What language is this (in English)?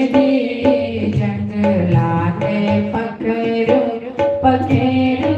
Dogri